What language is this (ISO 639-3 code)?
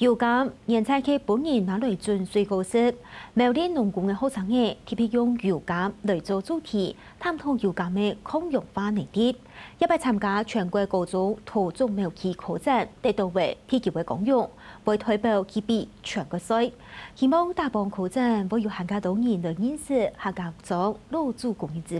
hak